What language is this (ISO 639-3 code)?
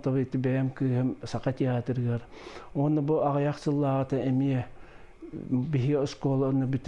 sah